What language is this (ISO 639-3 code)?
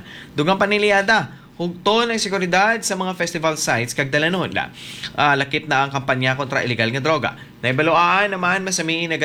hil